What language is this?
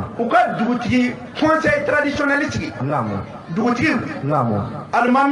Bambara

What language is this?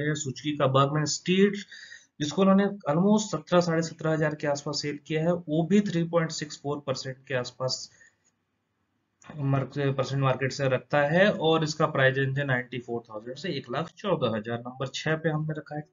Hindi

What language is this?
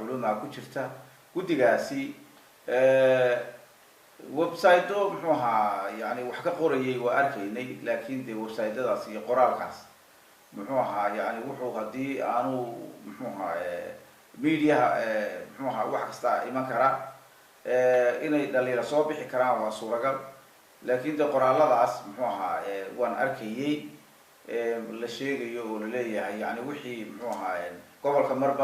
Somali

